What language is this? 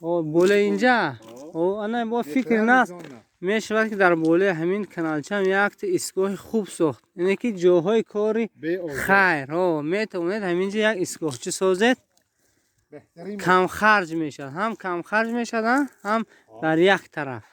Tajik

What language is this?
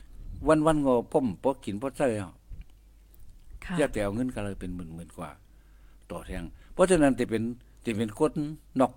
Thai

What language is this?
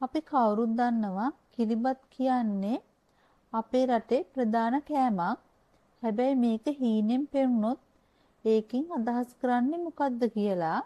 Sinhala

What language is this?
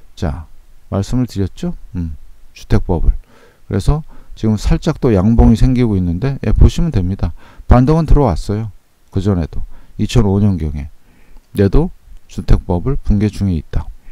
Korean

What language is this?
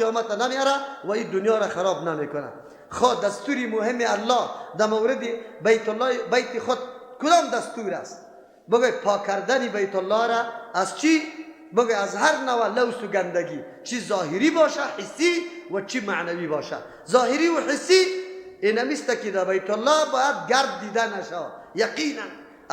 Persian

